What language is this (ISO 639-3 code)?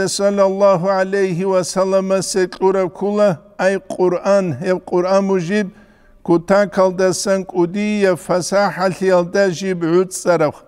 ava